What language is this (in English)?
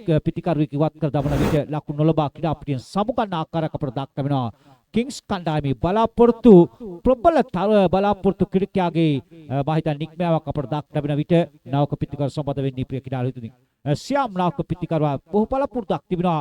Sinhala